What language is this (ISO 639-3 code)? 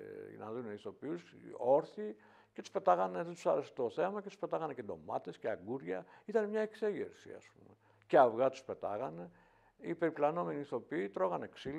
ell